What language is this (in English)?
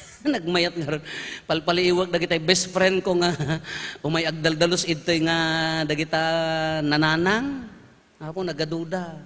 Iloko